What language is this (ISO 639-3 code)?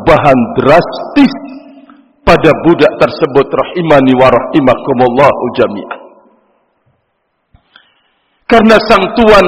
ind